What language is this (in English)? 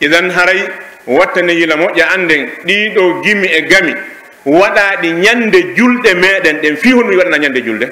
Pular